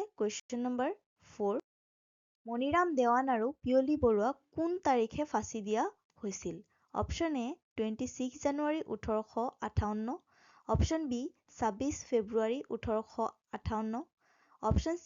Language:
Assamese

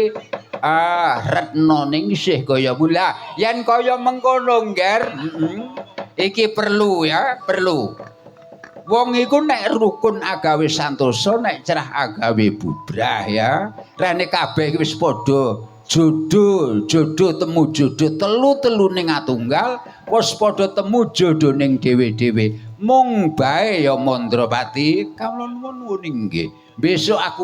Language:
Javanese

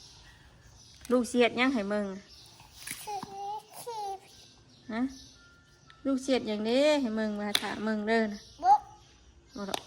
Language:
Northeastern Thai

